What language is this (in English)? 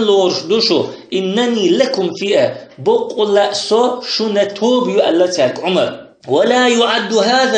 Chechen